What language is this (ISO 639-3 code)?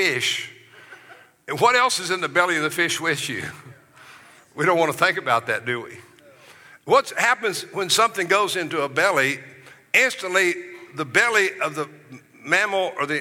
eng